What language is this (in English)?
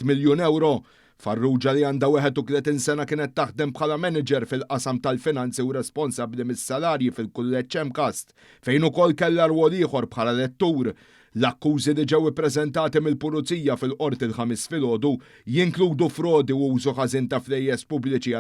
Maltese